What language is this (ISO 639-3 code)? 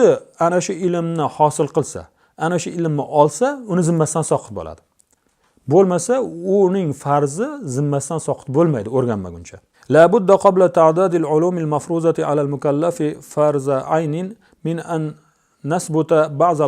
uzb